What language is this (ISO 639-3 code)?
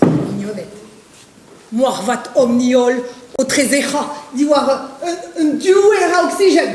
bre